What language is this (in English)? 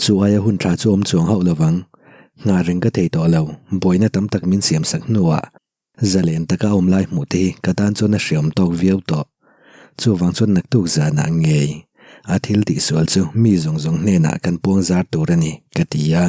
Mizo